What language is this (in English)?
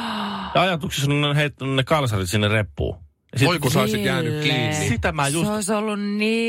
Finnish